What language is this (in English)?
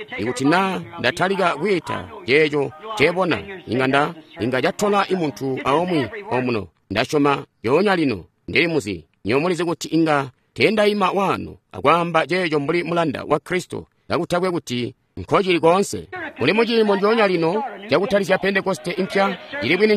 Tonga (Zambia)